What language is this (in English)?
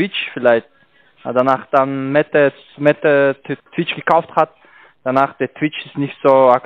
German